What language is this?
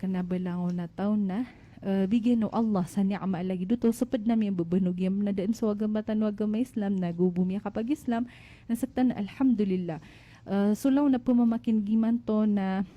Maranao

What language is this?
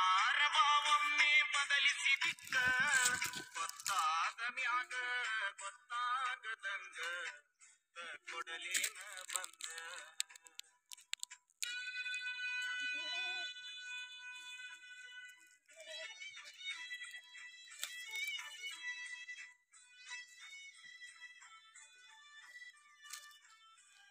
Kannada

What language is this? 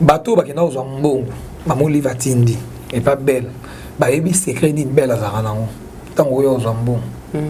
Lingala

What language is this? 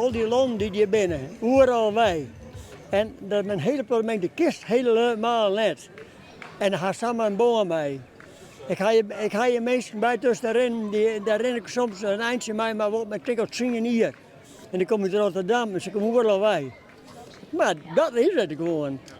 Western Frisian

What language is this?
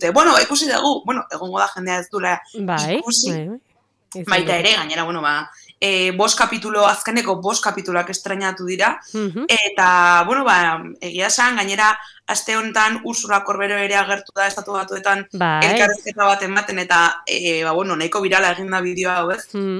Basque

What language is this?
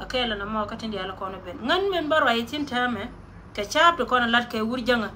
Nuer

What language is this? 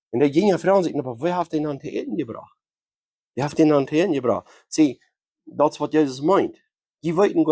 Plautdietsch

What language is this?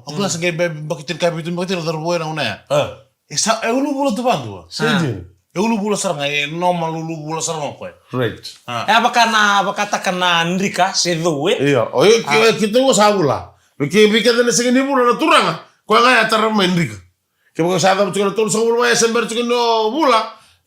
Fijian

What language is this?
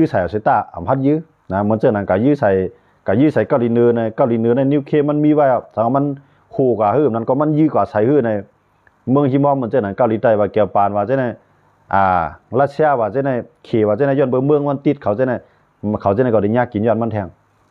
Shan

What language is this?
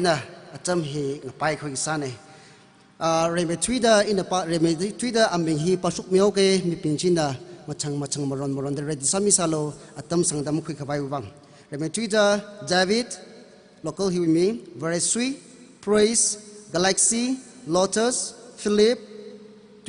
Tangkhul Naga (India)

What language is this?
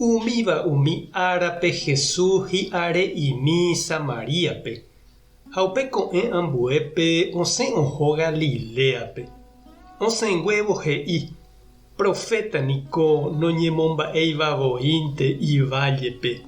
Guarani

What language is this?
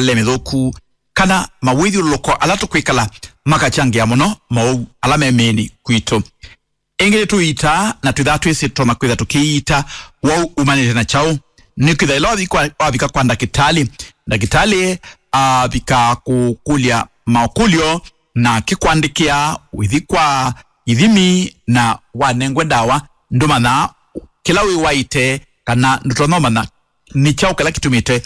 Kamba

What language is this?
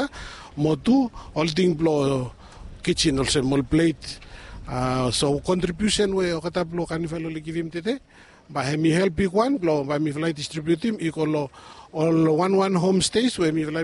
Bislama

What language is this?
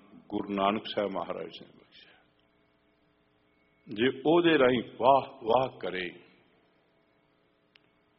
Punjabi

